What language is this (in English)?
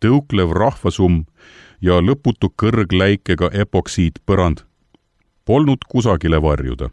Estonian